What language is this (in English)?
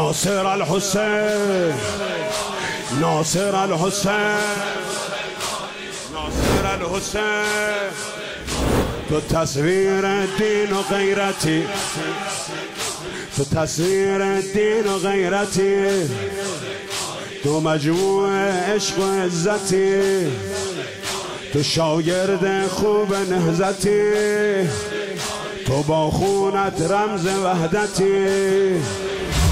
Persian